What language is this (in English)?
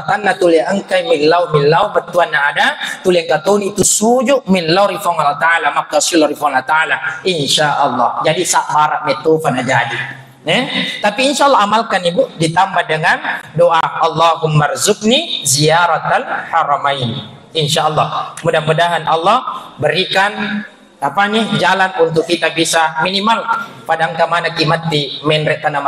Buginese